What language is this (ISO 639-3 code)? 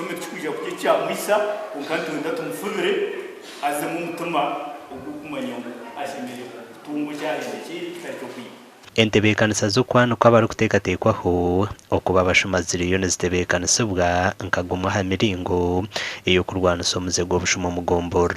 nyn